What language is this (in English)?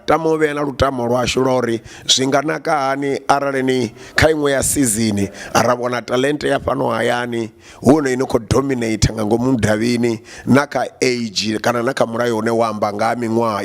Venda